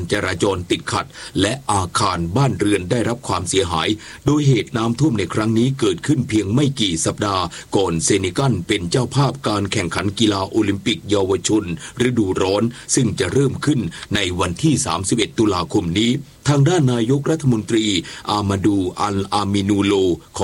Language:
Thai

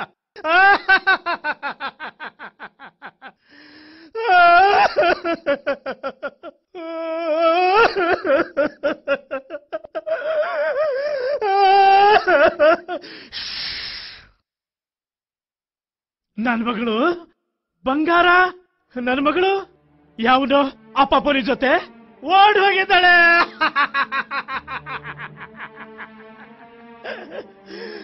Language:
Kannada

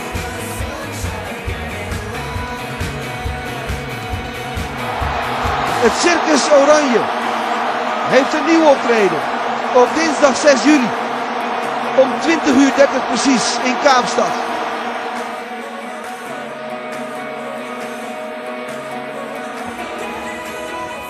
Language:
Dutch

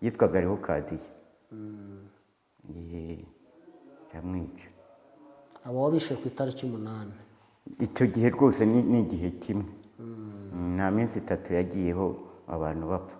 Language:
Kinyarwanda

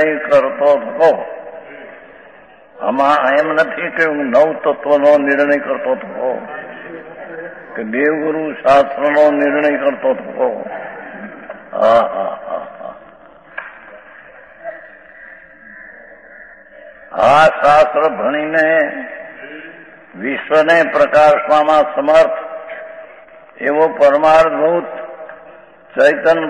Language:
Gujarati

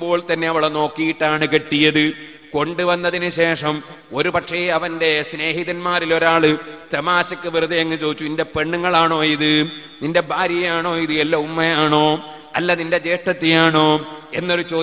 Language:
Malayalam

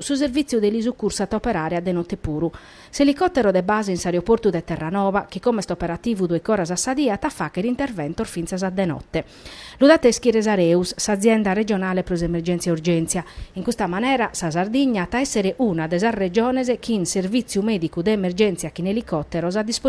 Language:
Sardinian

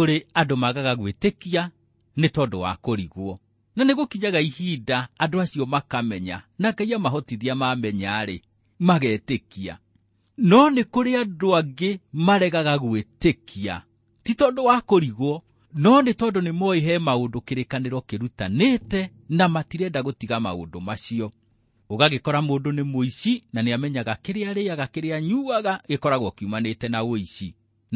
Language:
Kikuyu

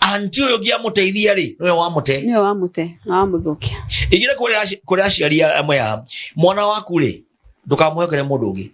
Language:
Kikuyu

